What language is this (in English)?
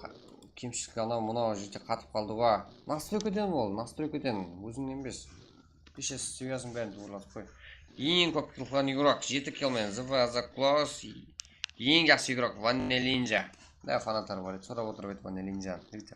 Kara-Kalpak